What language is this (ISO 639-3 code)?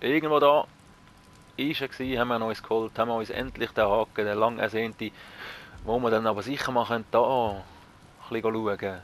gsw